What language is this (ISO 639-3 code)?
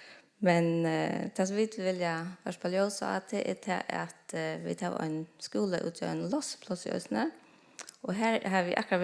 fao